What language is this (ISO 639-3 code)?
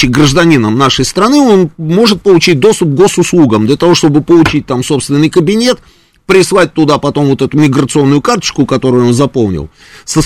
rus